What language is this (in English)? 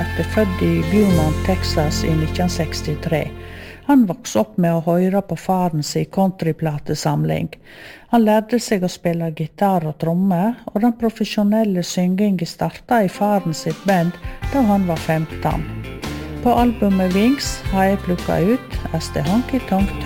Norwegian